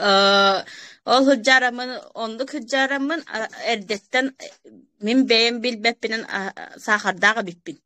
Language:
Yakut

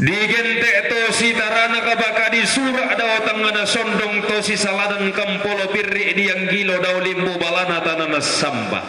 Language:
Toraja-Sa'dan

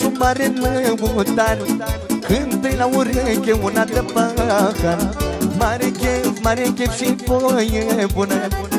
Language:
Romanian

